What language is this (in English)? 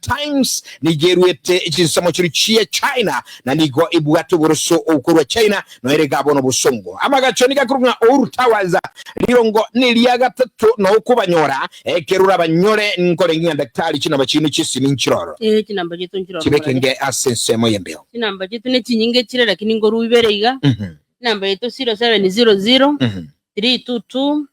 Gusii